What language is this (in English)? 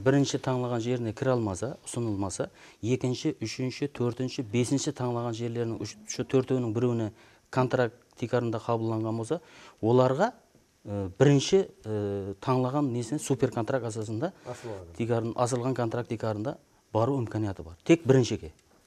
Kara-Kalpak